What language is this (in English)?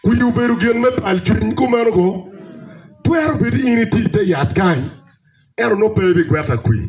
Acoli